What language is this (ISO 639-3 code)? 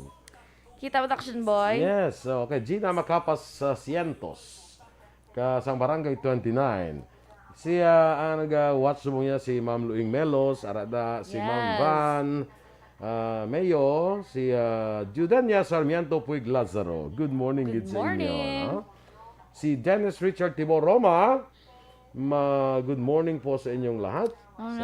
hil